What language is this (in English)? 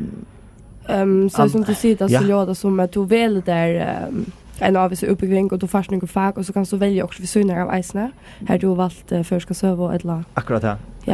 Faroese